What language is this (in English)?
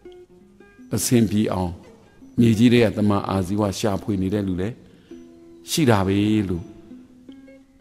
Burmese